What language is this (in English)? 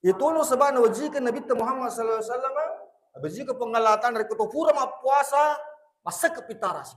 Buginese